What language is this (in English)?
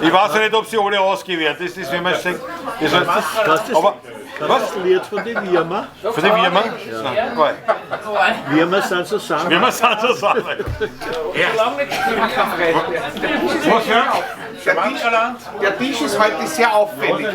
Bavarian